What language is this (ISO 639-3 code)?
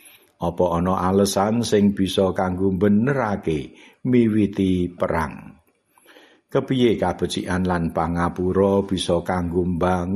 jav